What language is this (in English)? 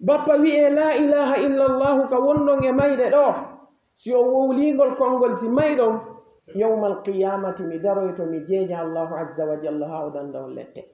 Fula